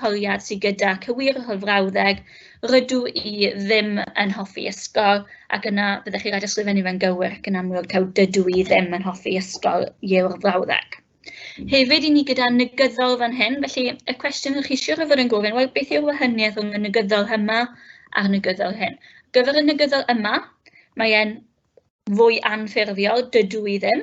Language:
Welsh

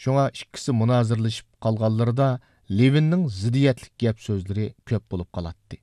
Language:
Uyghur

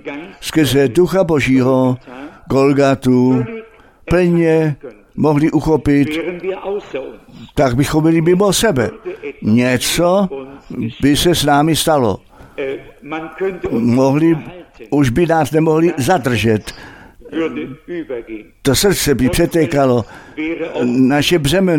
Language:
Czech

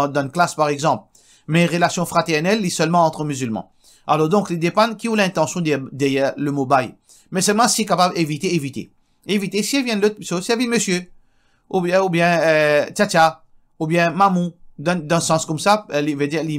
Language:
Morisyen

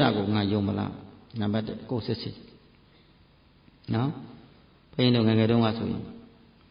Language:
Burmese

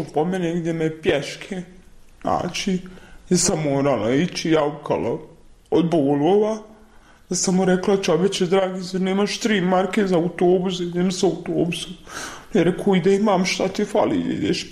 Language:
Bosnian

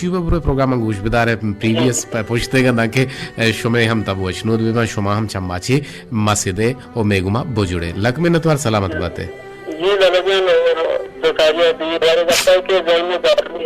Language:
Baluchi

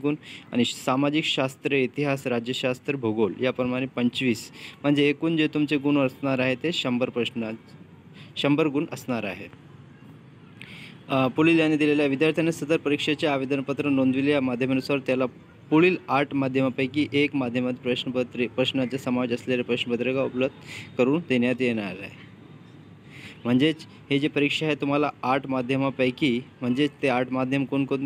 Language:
Marathi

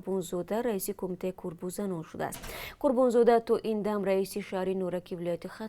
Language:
Tajik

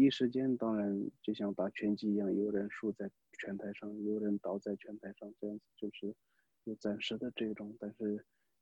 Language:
Chinese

